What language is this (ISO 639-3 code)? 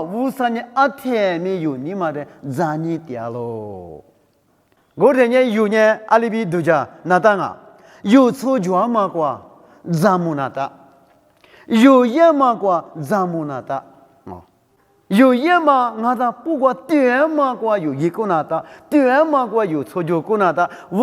lis